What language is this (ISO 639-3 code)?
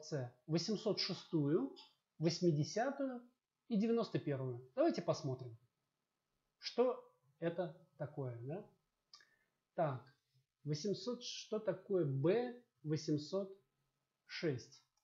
rus